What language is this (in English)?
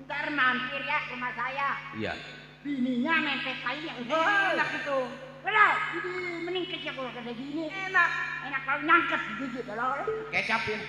Betawi